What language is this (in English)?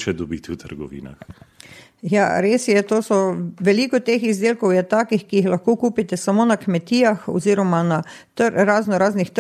Slovenian